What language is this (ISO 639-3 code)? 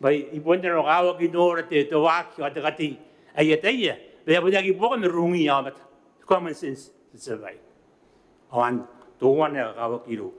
gil